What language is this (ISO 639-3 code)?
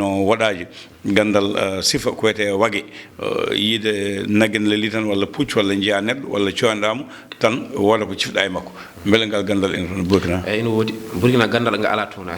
ful